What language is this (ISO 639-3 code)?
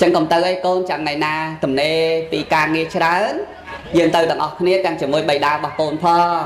khm